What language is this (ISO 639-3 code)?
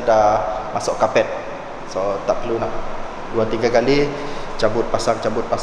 msa